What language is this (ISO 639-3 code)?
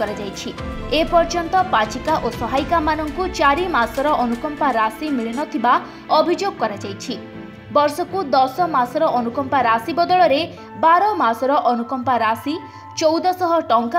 ori